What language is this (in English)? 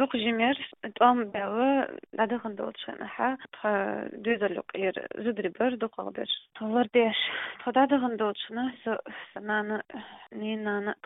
Chechen